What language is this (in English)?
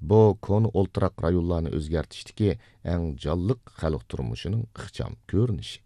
Uyghur